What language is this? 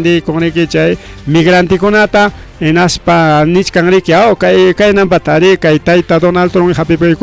Ayacucho Quechua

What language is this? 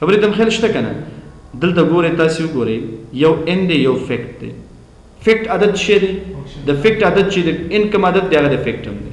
Pashto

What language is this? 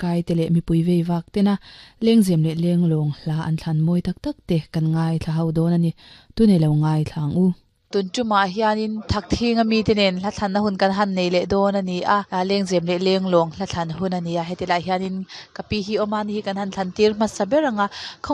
Mizo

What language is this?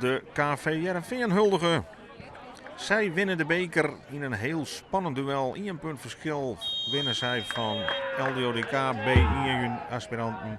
Western Frisian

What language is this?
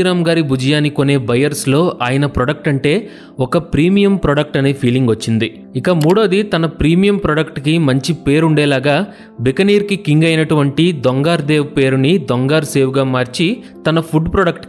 Telugu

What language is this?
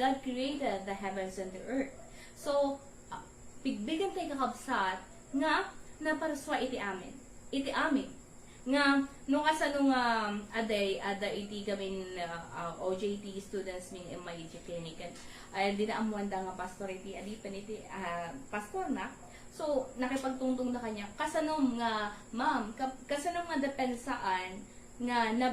Iloko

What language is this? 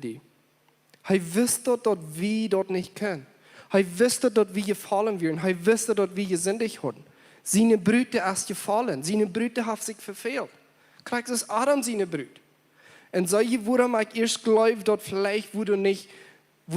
Plautdietsch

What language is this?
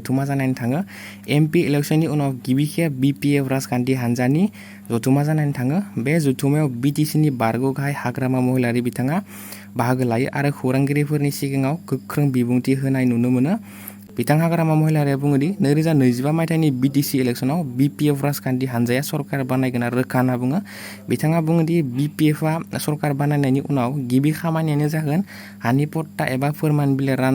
Bodo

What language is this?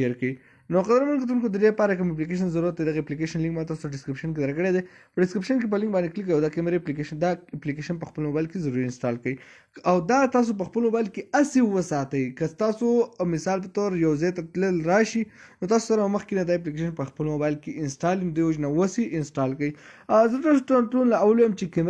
Pashto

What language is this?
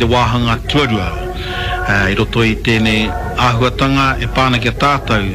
Māori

